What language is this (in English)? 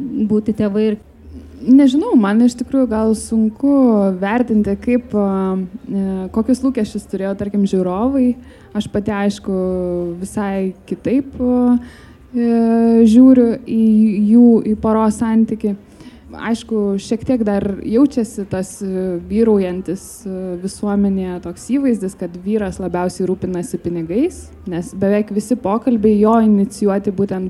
Lithuanian